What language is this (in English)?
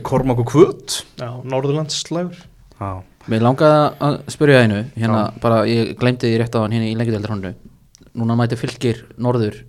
Icelandic